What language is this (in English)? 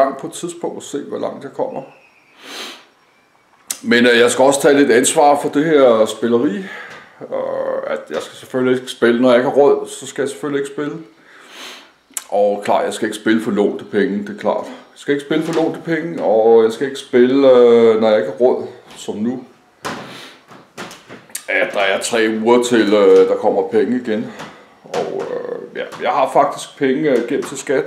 Danish